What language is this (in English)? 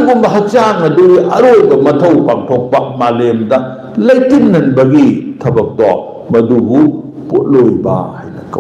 Manipuri